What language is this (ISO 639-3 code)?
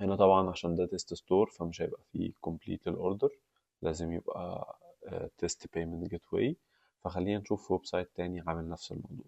arz